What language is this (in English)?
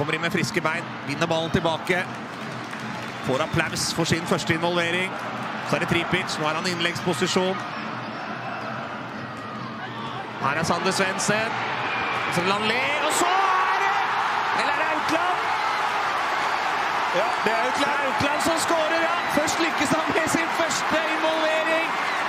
Norwegian